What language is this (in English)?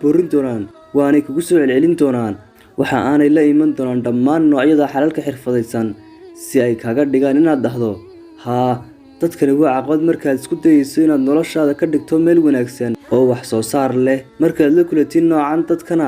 Somali